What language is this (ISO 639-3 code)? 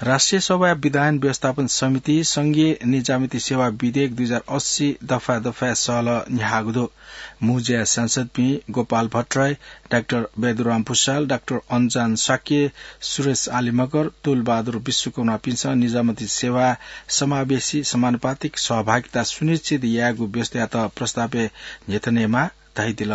new